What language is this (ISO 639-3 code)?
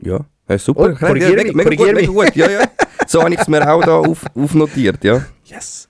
gsw